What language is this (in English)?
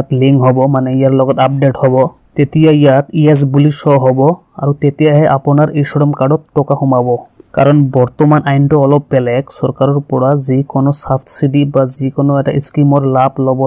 Assamese